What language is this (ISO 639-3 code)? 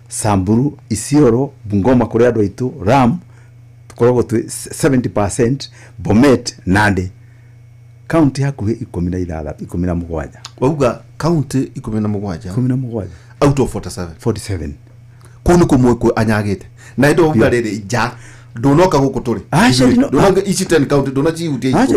kik